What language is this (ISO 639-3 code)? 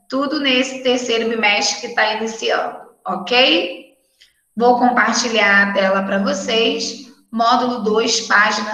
por